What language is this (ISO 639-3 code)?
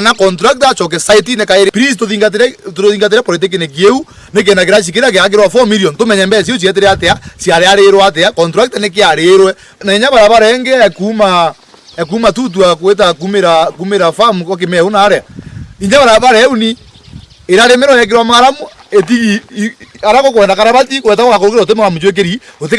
mer